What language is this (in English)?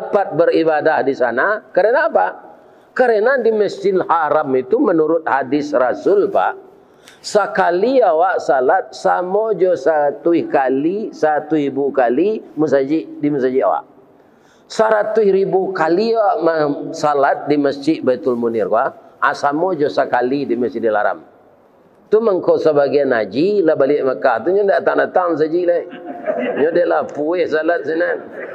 Minangkabau